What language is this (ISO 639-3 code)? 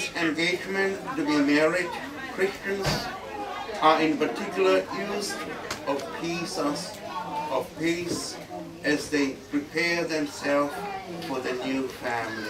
ton